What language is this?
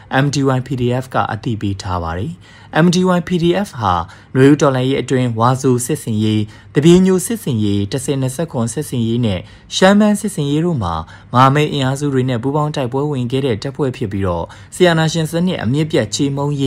Burmese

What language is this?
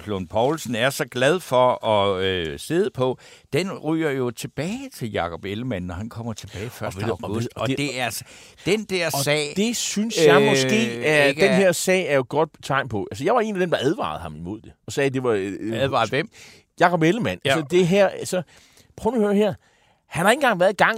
Danish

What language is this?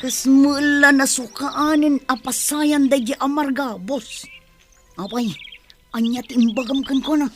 Iloko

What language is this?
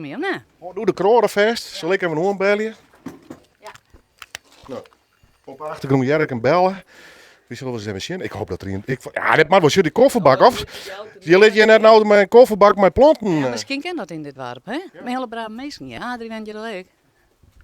Western Frisian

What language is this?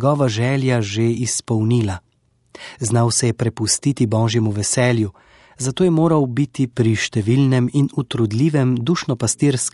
Slovenian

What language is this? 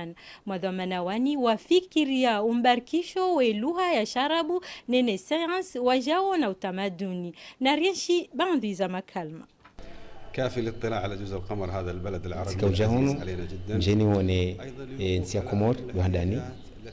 Ngazidja Comorian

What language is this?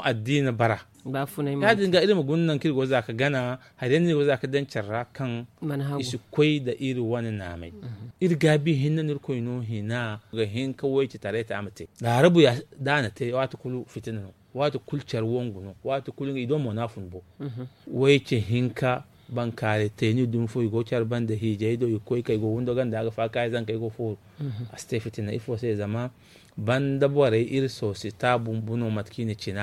Zarma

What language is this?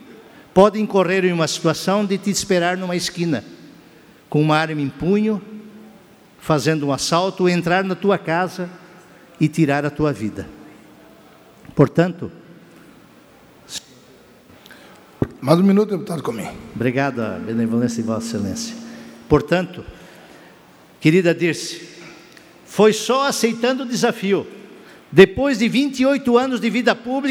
Portuguese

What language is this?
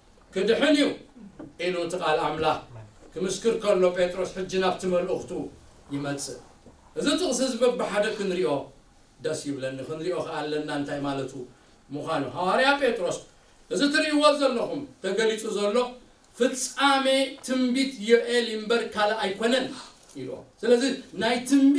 Tigrinya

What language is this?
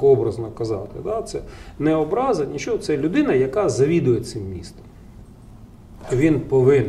Ukrainian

